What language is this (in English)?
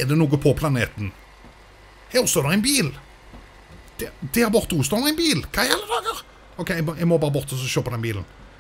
Norwegian